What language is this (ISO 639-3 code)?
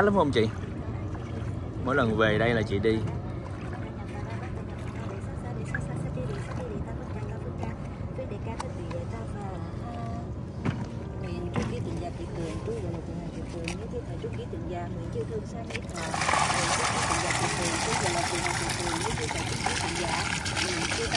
vie